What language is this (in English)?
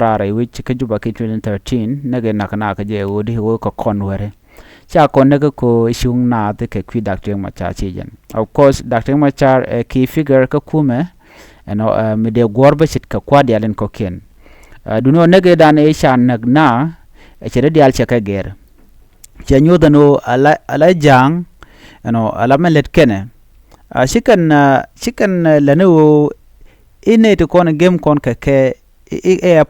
Nuer